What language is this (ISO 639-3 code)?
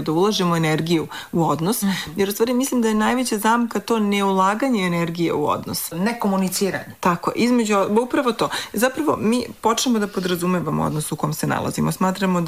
srp